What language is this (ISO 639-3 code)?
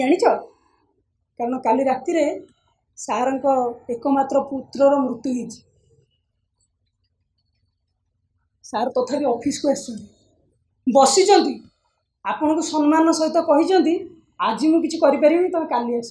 ori